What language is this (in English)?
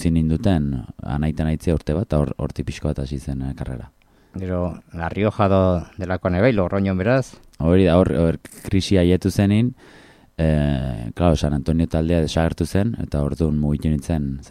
Basque